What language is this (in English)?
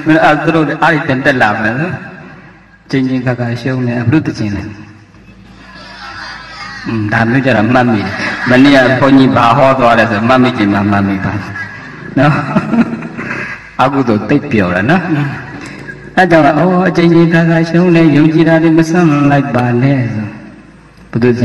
Burmese